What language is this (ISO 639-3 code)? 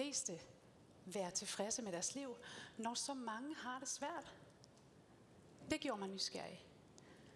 dan